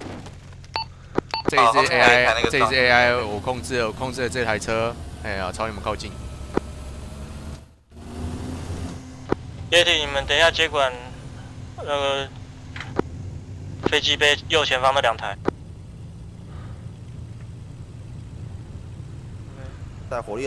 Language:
Chinese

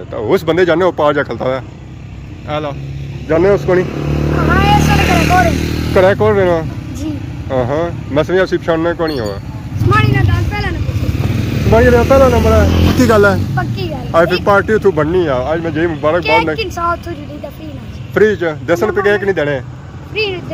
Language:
Pahari-Potwari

